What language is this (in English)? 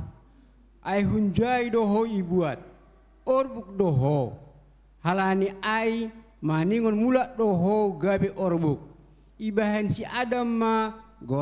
Batak Simalungun